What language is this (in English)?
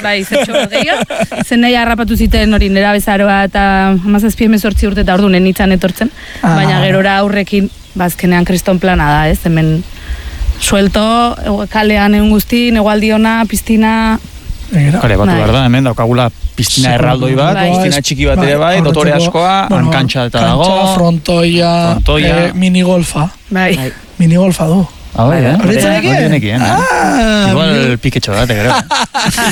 Basque